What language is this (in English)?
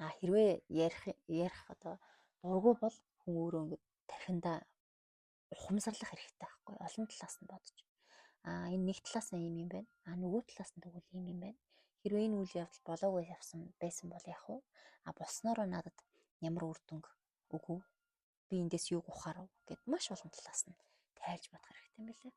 Mongolian